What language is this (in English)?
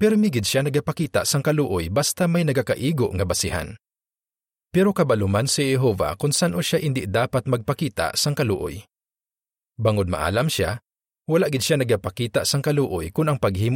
Hiligaynon